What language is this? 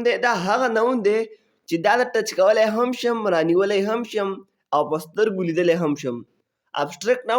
Pashto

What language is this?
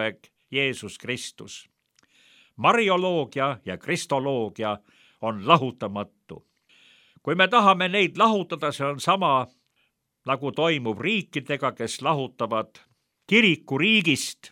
Estonian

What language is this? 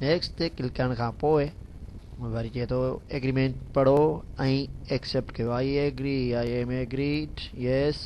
Sindhi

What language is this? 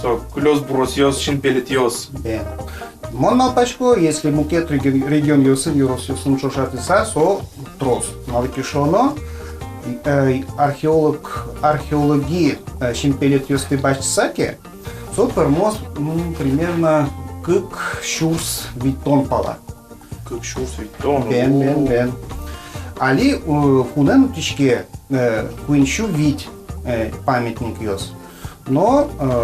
Udmurt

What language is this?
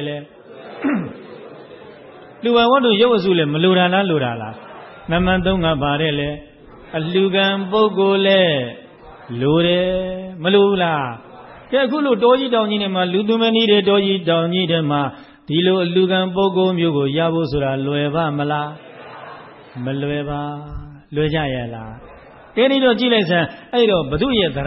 Burmese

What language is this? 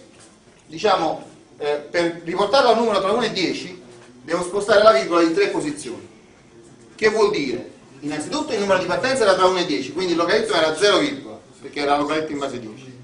Italian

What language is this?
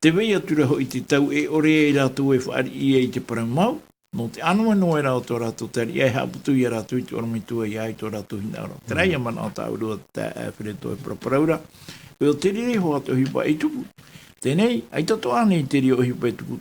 Tahitian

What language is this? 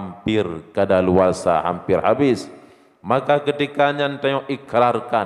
Achinese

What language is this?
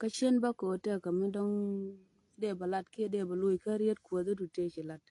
Nuer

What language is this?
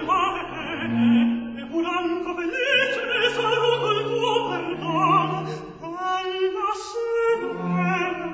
Italian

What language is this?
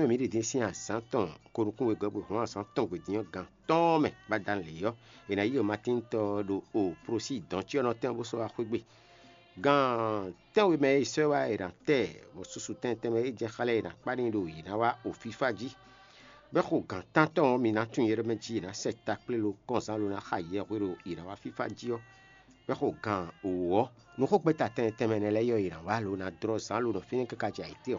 Fon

